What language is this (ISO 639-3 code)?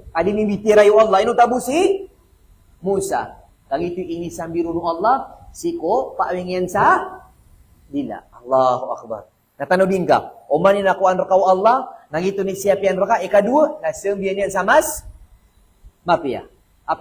mrw